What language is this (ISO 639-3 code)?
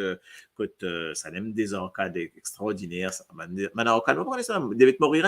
mfe